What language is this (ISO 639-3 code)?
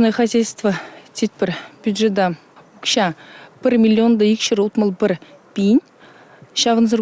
chv